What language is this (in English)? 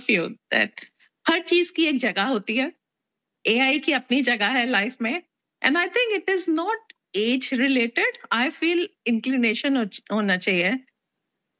Hindi